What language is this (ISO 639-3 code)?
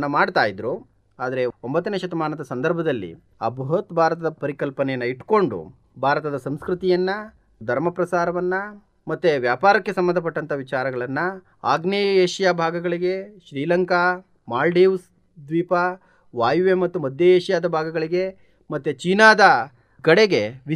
kan